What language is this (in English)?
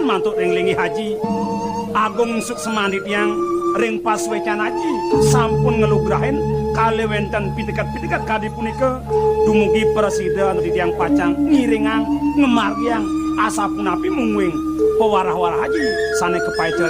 Balinese